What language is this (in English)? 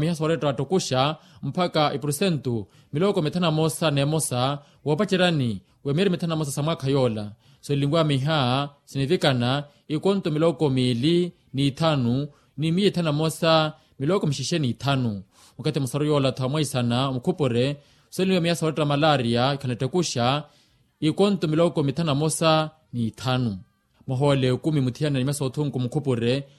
Makhuwa